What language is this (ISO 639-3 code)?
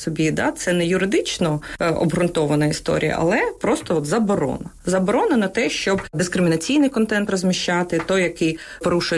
ukr